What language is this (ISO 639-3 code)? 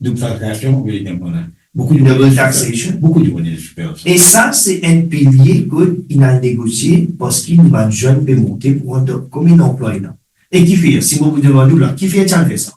mfe